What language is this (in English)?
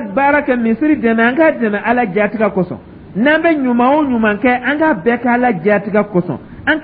Dyula